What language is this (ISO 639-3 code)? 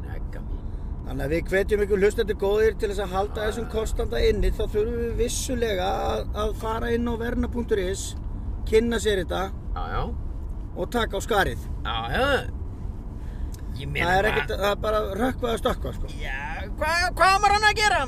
isl